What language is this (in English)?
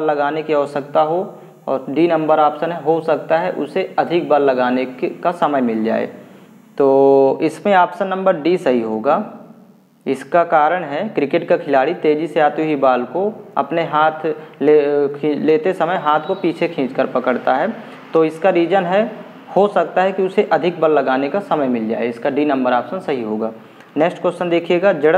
Hindi